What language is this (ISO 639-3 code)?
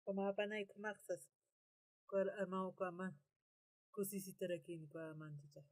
aym